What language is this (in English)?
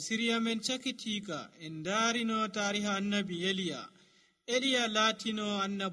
Nigerian Fulfulde